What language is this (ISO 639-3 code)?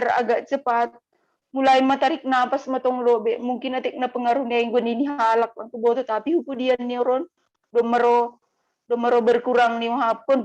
bts